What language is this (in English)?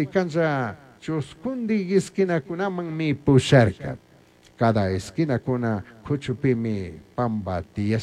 Chimborazo Highland Quichua